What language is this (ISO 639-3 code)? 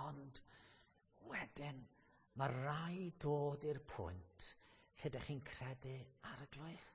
cym